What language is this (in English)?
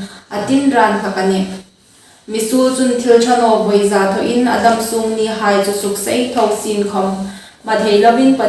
Hmar